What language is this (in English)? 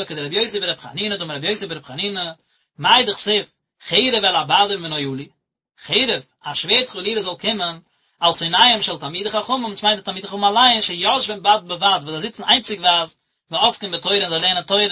Yiddish